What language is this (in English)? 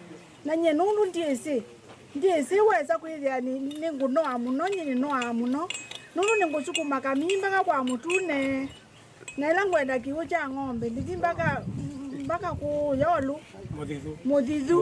Kamba